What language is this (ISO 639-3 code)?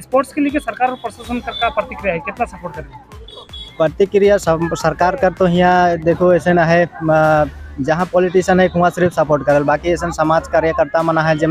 sck